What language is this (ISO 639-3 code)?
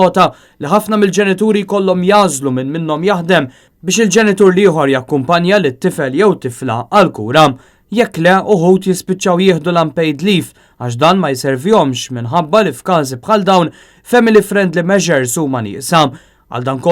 mlt